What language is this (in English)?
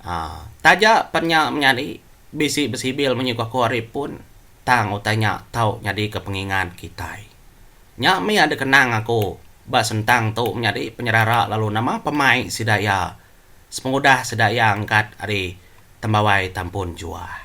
Iban